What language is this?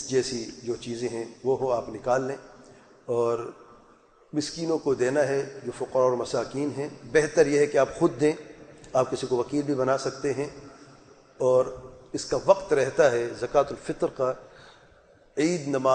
Urdu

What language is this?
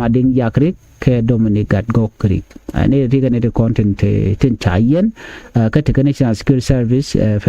Nuer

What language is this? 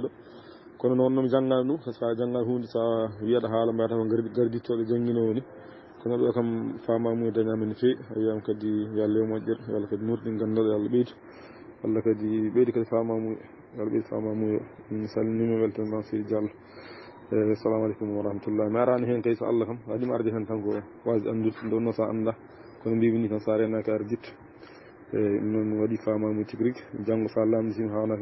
Fula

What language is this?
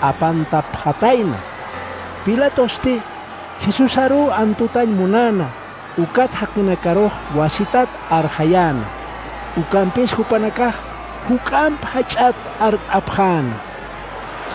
Aymara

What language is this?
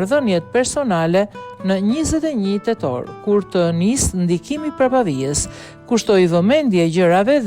Albanian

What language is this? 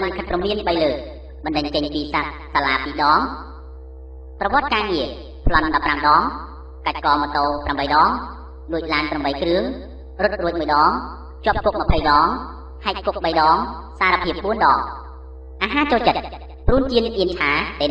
Khmer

